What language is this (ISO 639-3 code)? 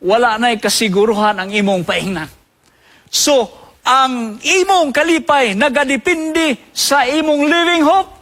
ceb